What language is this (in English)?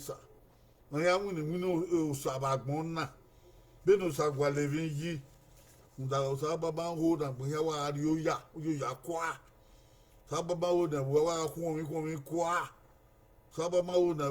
Bini